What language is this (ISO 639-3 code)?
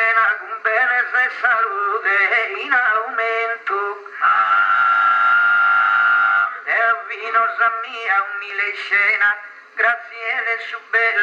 ita